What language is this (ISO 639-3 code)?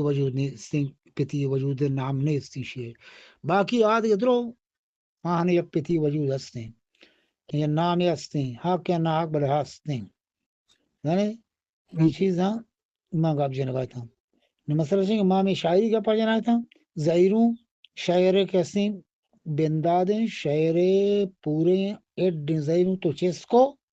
bgp